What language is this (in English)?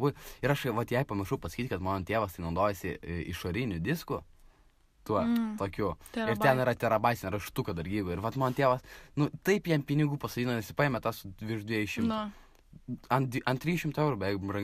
Lithuanian